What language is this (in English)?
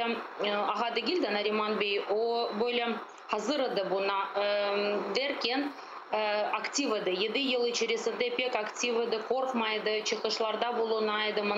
Crimean Tatar